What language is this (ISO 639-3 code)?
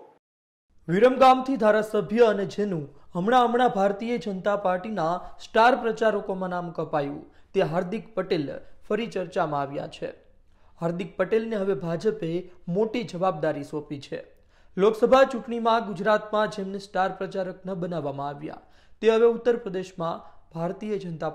guj